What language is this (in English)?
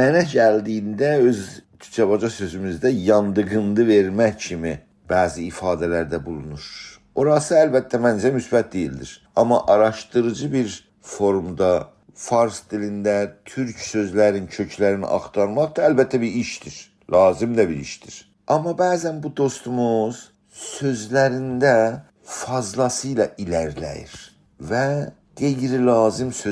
South Azerbaijani